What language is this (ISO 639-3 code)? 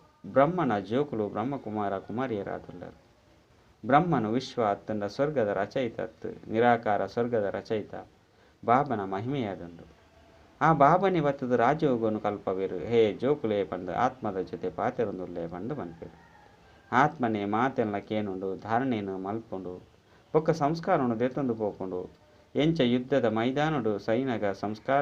tcy